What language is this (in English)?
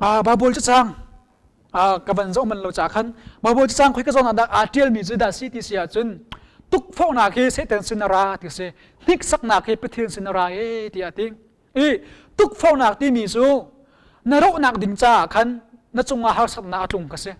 Hakha Chin